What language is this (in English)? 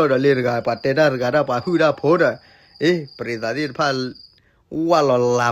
S'gaw Karen